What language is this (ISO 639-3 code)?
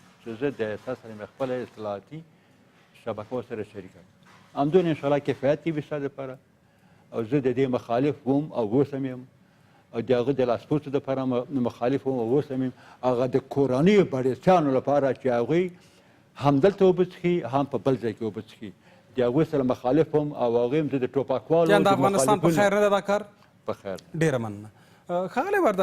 pus